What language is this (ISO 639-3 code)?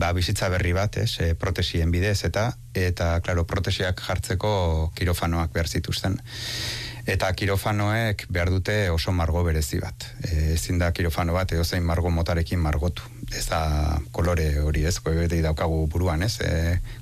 eus